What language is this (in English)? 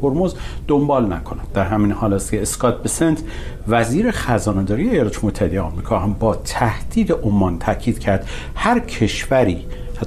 Persian